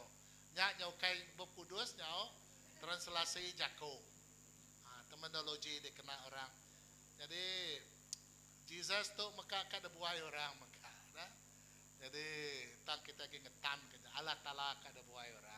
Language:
Iban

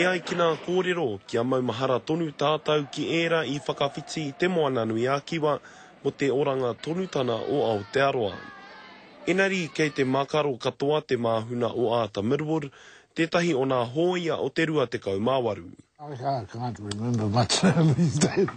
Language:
Māori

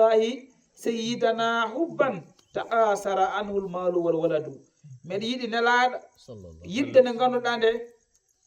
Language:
Fula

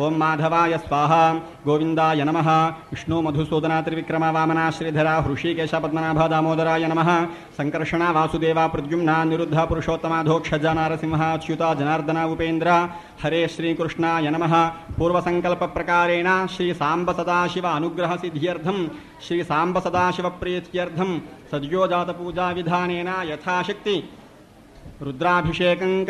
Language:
Telugu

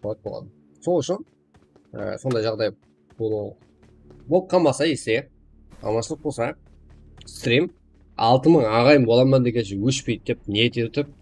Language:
Kara-Kalpak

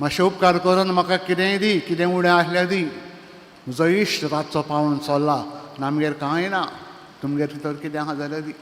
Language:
Konkani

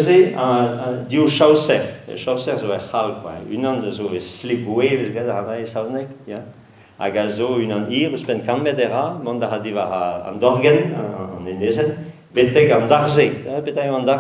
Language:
Breton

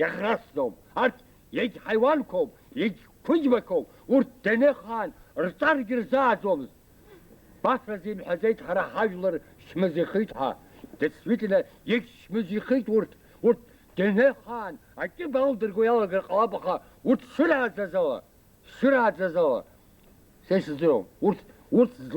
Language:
Abkhazian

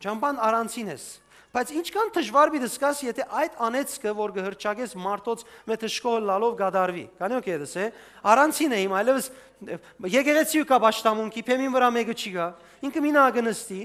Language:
Western Armenian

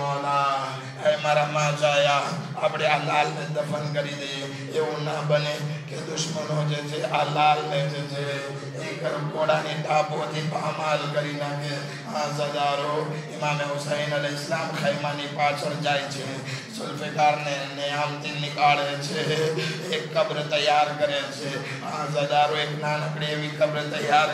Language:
Gujarati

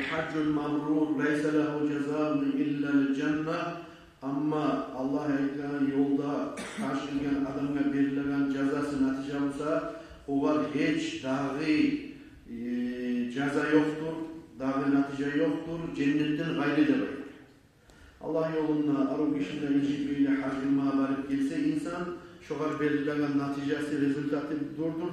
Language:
Kumyk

